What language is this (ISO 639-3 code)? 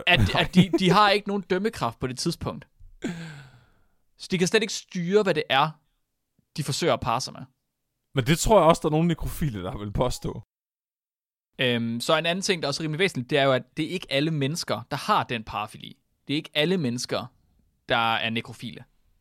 dan